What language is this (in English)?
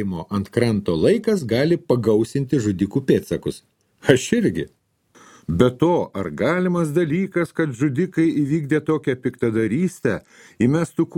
Lithuanian